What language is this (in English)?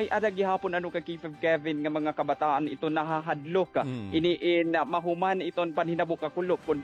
Waray